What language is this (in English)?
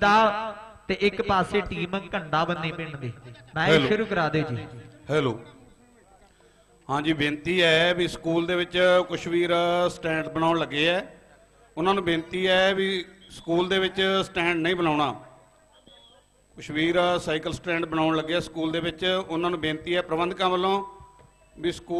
Punjabi